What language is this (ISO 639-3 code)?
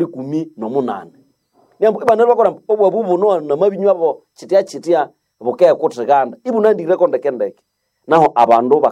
nnb